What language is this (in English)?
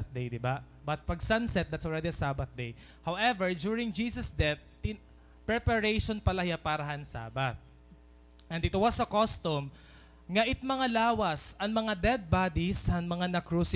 Waray